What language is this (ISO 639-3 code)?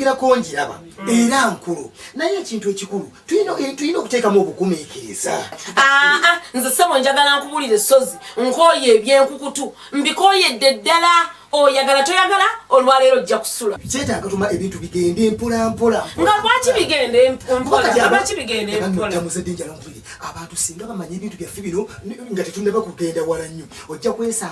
lug